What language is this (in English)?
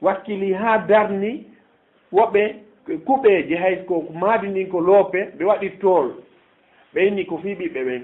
Fula